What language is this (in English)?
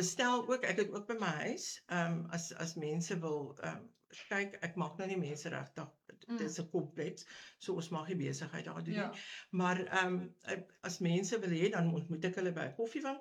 Afrikaans